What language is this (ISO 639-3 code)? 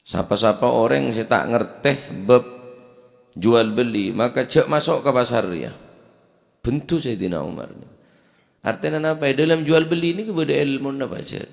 mad